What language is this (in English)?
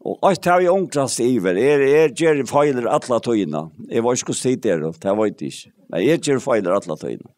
Faroese